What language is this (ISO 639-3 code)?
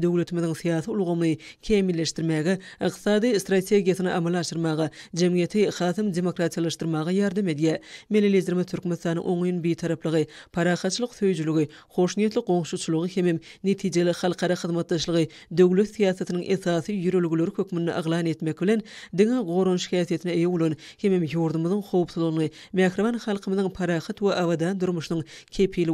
tuk